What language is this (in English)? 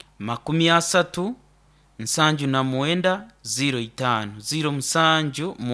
Nyoro